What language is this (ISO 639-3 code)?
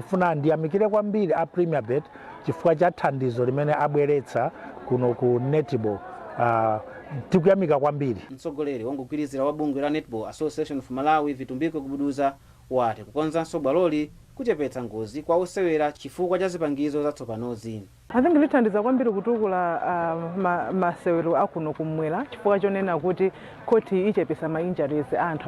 nya